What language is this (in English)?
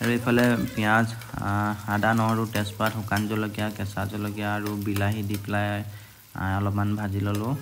Assamese